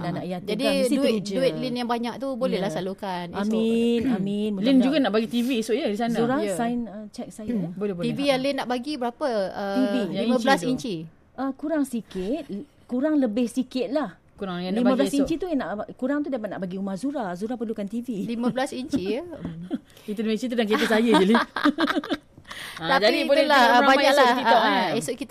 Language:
Malay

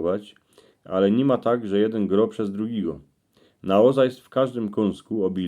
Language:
Silesian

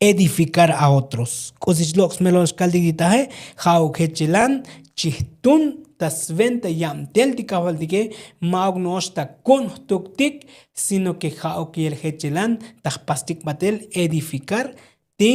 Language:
Tzotzil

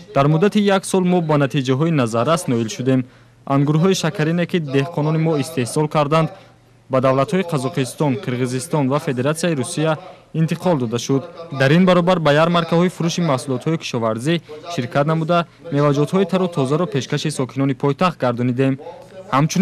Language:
Tajik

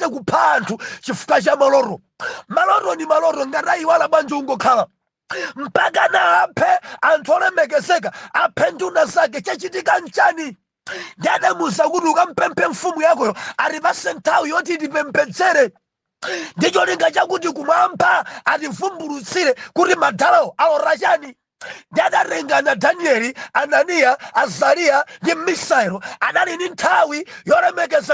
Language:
Nyanja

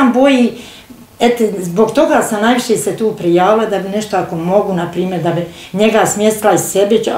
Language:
Bosnian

